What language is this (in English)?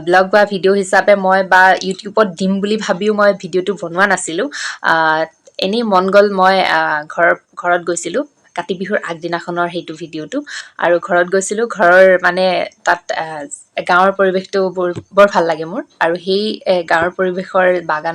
Assamese